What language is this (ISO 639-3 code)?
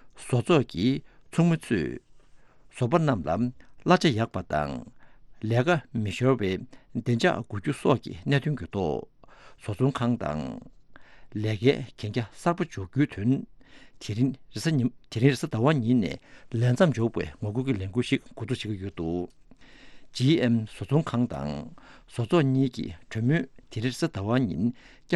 bod